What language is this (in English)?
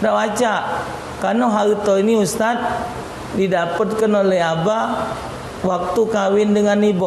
Musi